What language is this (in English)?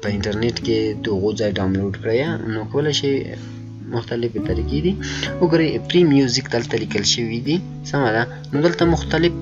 Pashto